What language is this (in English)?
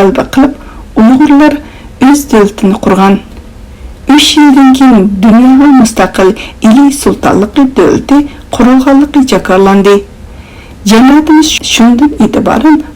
Uyghur